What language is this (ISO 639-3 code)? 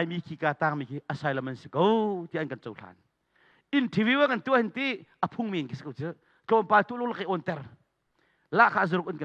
cnh